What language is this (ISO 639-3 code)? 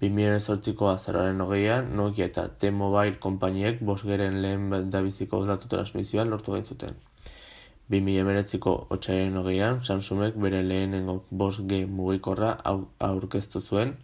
eus